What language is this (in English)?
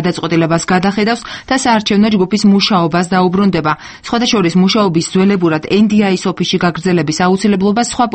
Georgian